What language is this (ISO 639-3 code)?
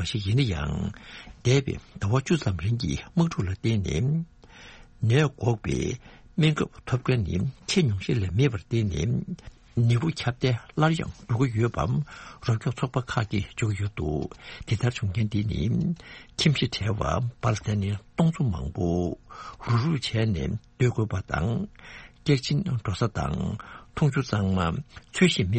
bod